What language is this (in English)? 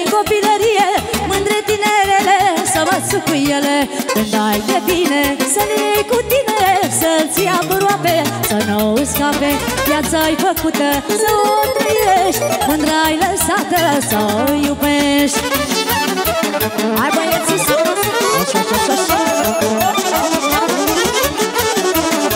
Romanian